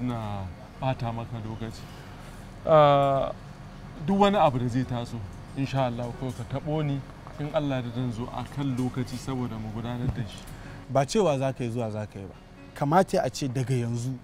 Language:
Hausa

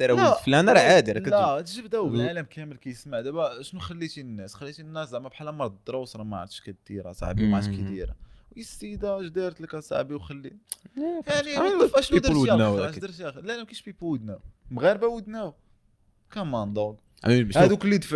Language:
Moroccan Arabic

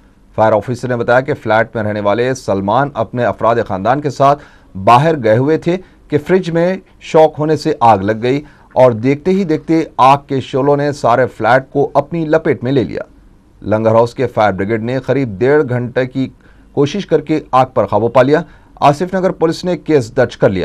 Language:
Urdu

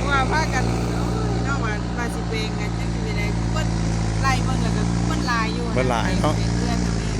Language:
Northeastern Thai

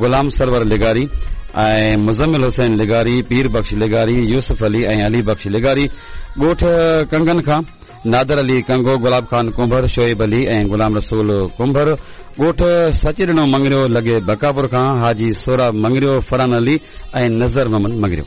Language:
Sindhi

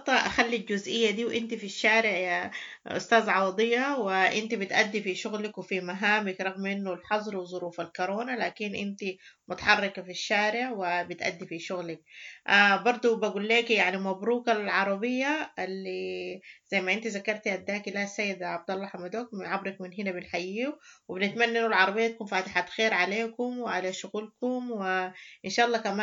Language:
Sudanese Arabic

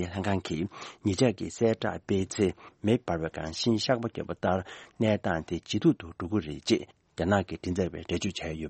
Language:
Tibetan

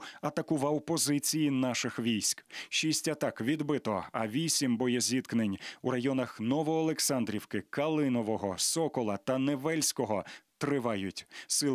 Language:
Ukrainian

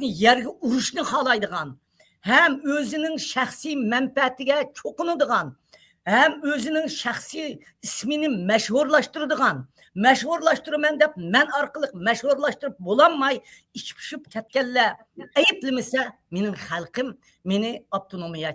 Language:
Uyghur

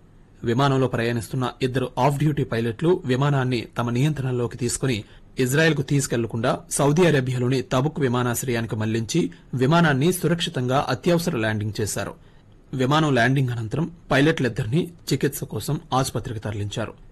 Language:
Telugu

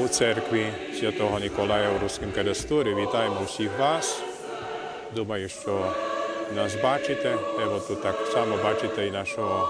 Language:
Rusyn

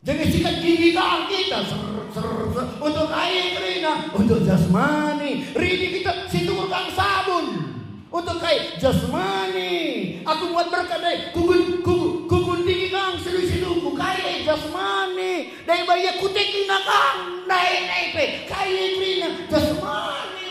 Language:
Batak Karo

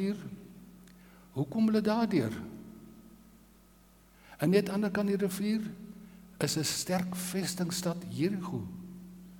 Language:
Afrikaans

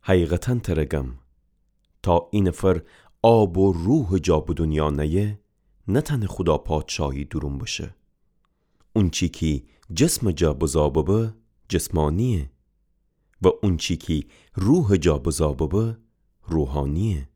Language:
Gilaki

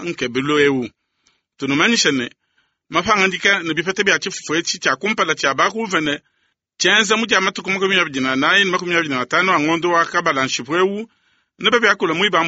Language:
Luba-Lulua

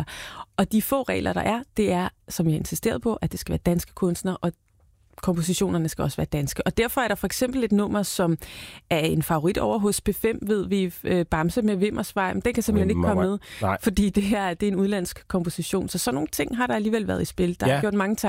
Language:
Danish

